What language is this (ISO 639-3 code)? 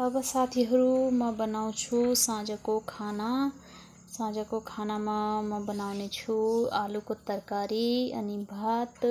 nep